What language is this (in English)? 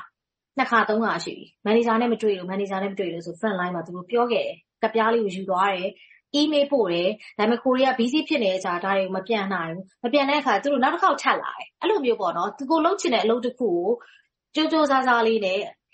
Burmese